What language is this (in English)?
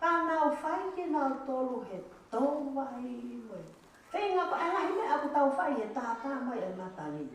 Tongan